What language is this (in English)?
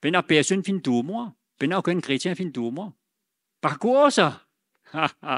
Morisyen